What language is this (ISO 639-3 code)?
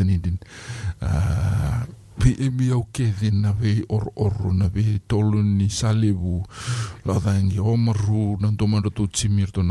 fij